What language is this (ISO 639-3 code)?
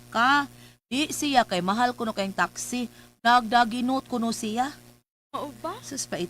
ceb